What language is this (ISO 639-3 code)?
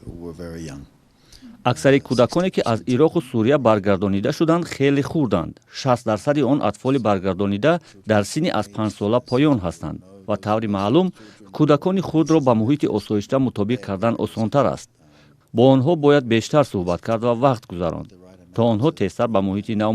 tgk